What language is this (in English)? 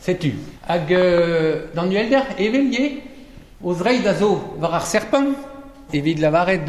Breton